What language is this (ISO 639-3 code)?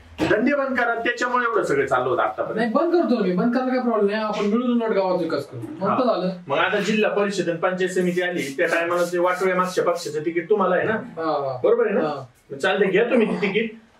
mar